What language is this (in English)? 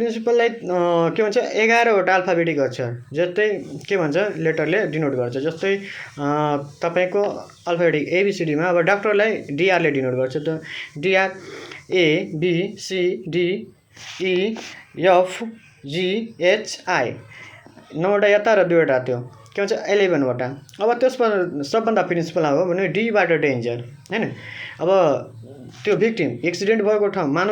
Nepali